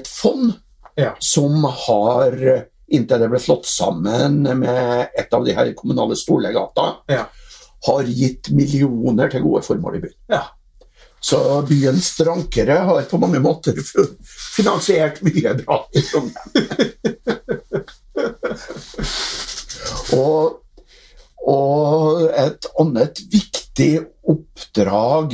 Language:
Norwegian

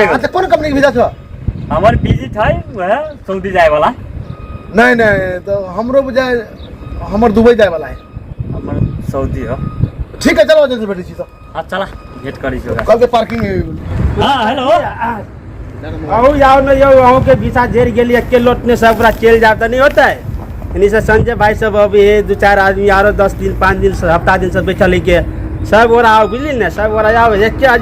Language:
Maithili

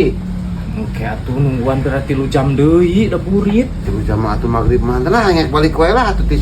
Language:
Sundanese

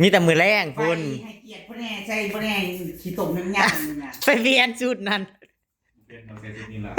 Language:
Northeastern Thai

